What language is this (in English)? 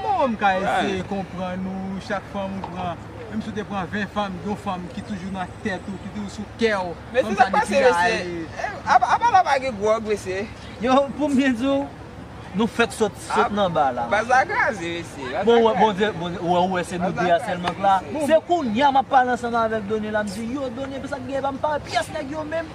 Haitian Creole